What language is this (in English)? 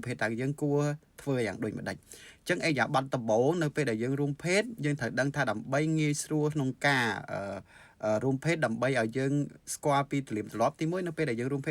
Khmer